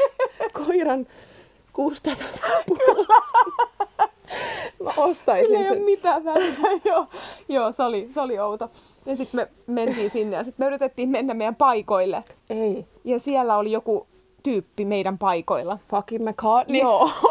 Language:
Finnish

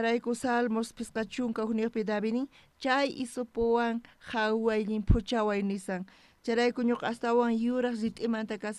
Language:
South Bolivian Quechua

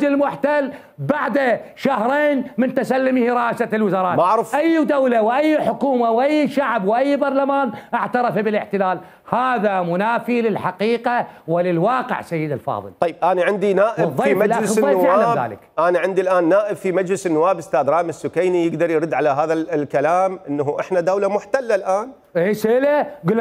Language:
Mesopotamian Arabic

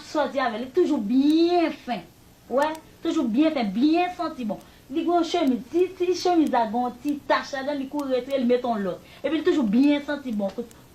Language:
Haitian Creole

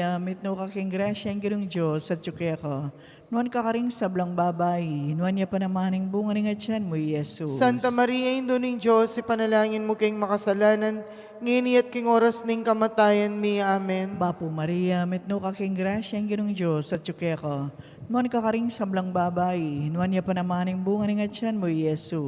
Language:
Pampanga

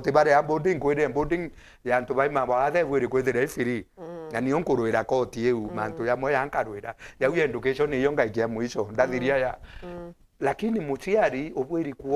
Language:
Meru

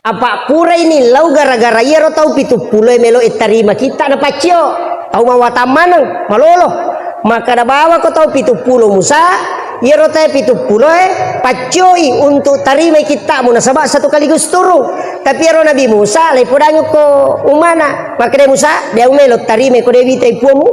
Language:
Buginese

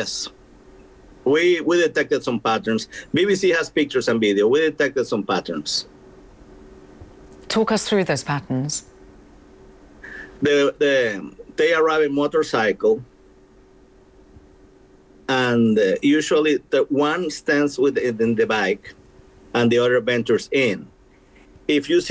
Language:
English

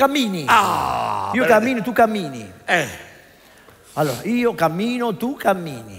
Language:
Italian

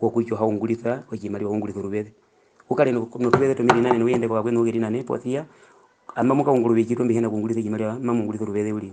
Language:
Herero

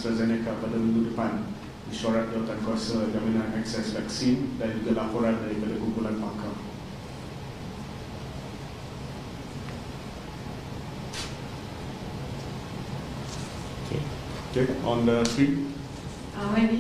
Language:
Malay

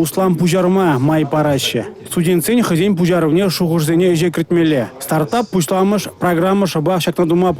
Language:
Chuvash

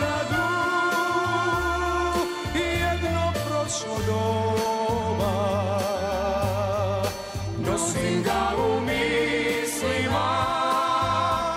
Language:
Serbian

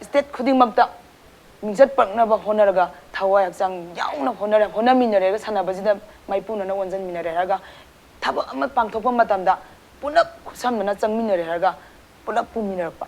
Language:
Manipuri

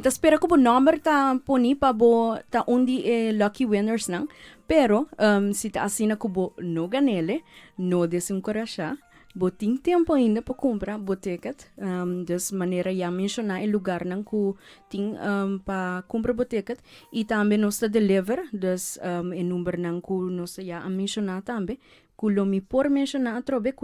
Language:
Papiamento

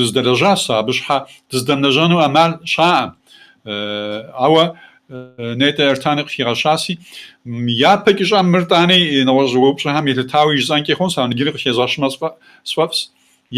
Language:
Kabardian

